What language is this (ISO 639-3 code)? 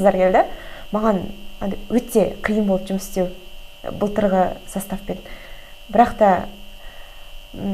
kaz